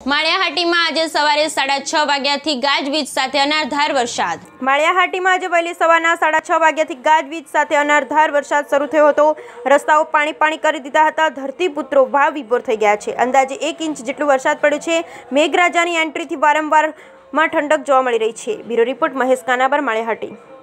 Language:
Gujarati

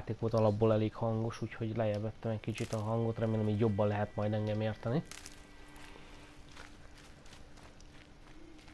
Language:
Hungarian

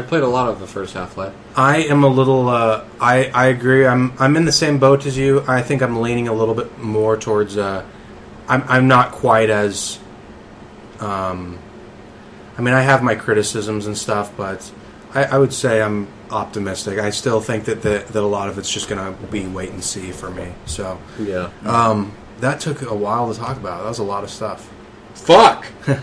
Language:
English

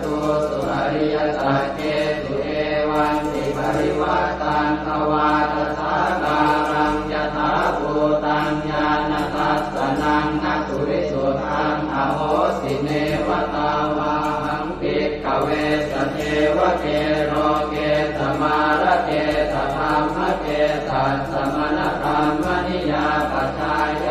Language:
Pali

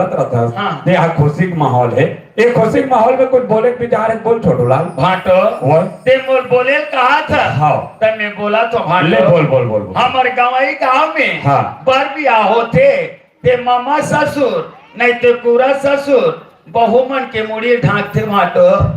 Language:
Chhattisgarhi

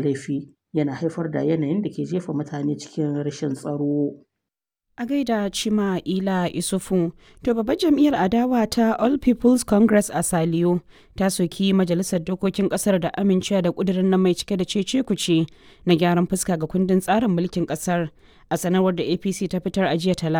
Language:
Hausa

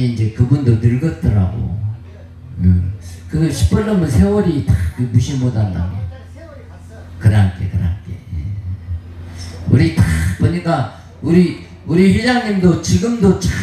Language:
Korean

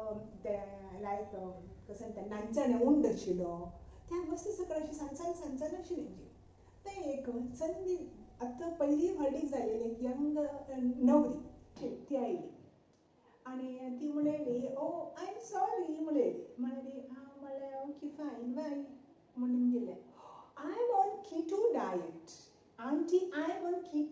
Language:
Konkani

